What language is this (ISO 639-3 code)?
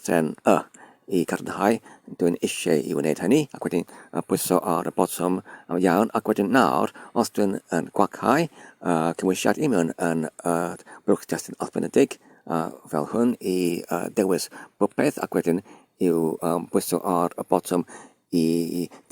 cym